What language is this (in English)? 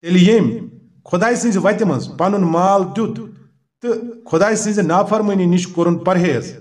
Kashmiri